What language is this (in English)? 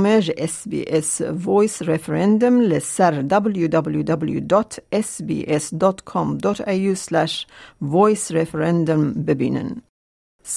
Kurdish